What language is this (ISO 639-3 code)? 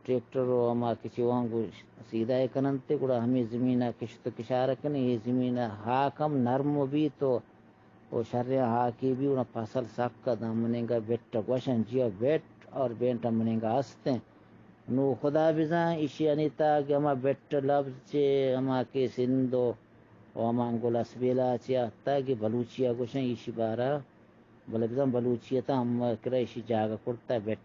bgp